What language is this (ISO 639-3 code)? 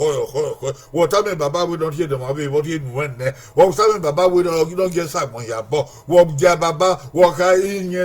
bin